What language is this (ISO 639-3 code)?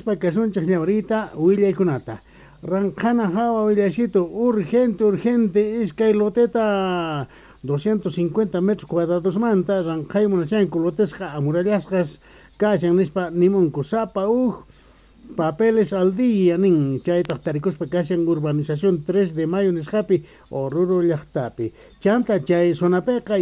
quh